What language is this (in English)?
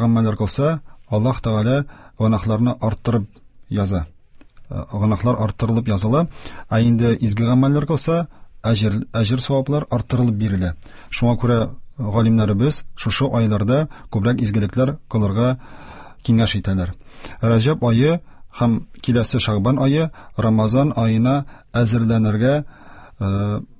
Tatar